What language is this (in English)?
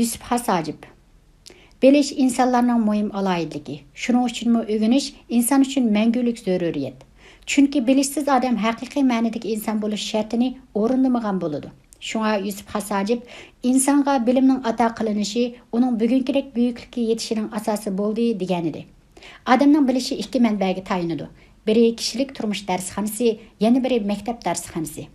Uyghur